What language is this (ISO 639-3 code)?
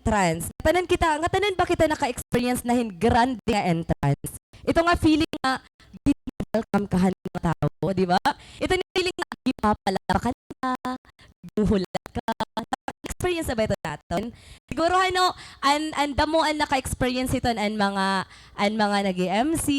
war